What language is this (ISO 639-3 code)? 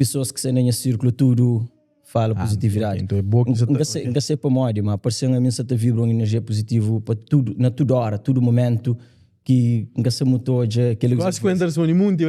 kea